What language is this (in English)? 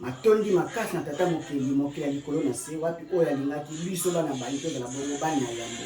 Lingala